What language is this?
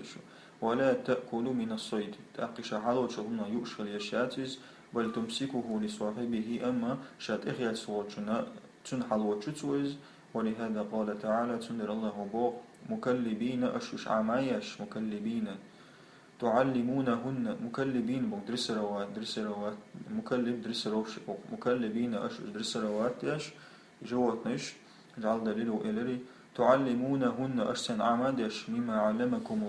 Chechen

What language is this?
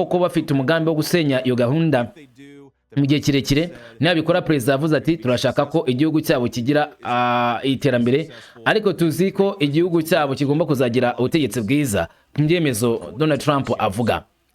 Kinyarwanda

